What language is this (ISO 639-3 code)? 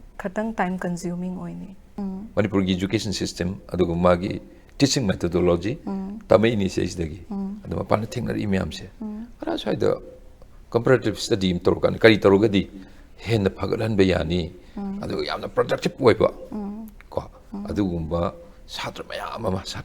mni